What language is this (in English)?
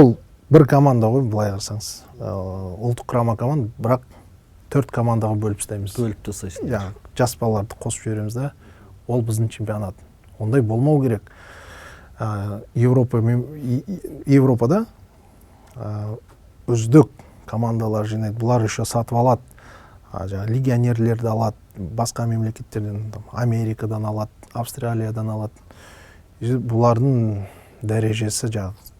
Kazakh